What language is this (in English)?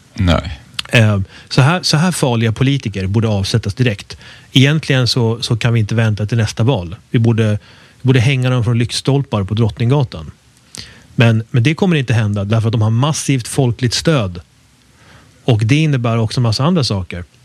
Swedish